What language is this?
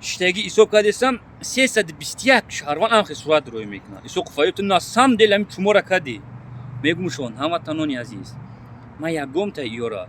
Tajik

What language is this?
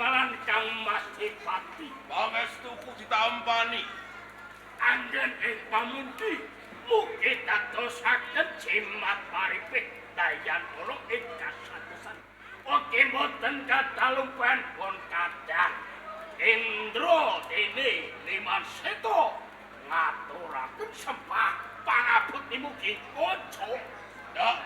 Javanese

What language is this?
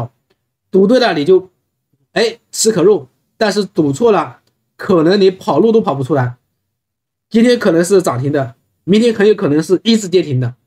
Chinese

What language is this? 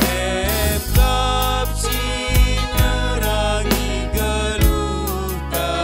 Batak Karo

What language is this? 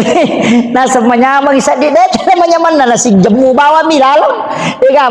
Buginese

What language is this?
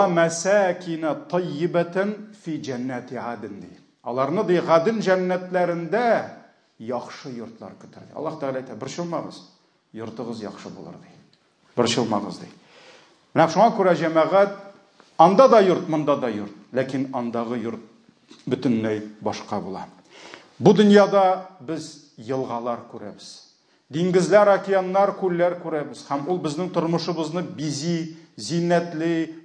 Tatar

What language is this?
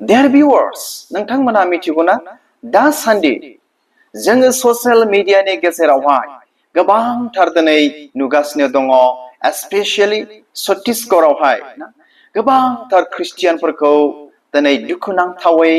Bodo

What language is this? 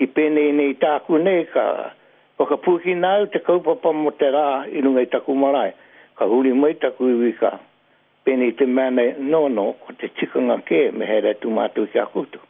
Māori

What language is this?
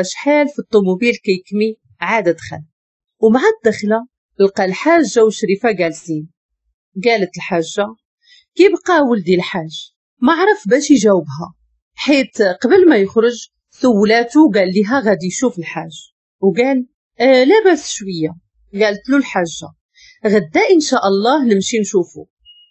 Moroccan Arabic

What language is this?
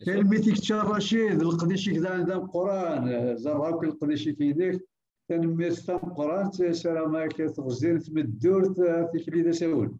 Kabyle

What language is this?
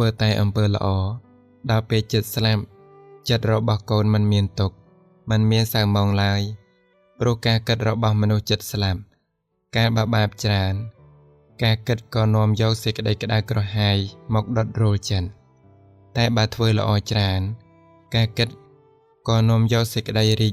Khmer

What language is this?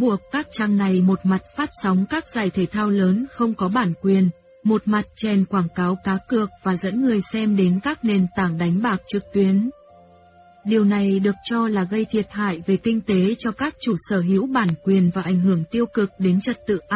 Vietnamese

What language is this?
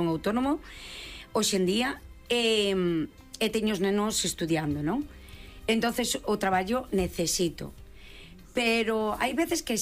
Galician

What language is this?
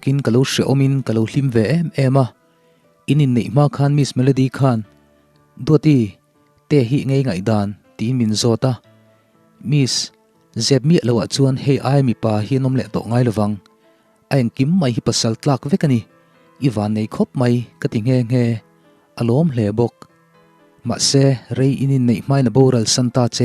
Mizo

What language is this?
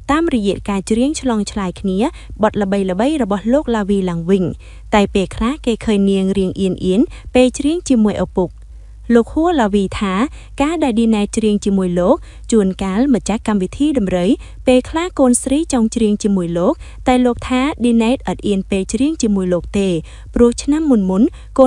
Khmer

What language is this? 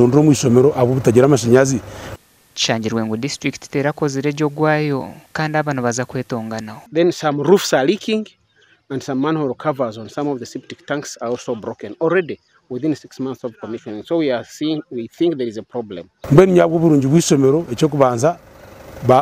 Nyankole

